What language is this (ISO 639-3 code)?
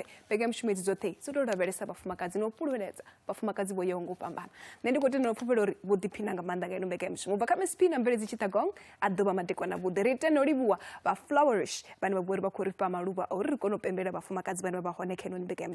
ven